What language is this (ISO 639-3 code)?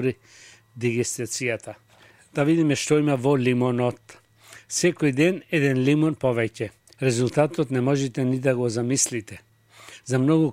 mkd